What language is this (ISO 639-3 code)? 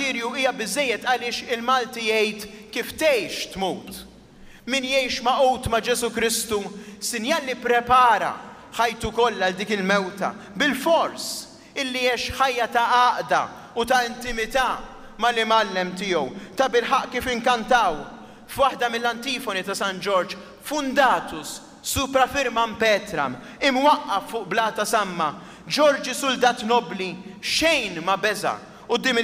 mlt